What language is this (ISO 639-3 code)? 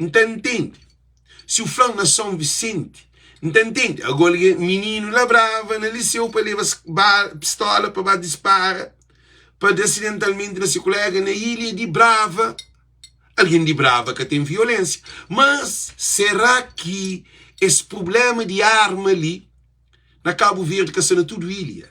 kea